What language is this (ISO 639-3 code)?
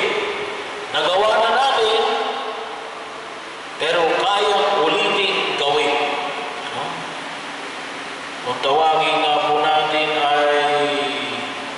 fil